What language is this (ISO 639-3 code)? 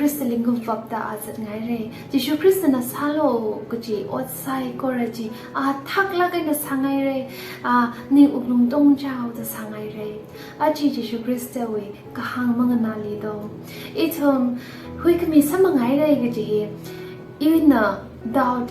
nmf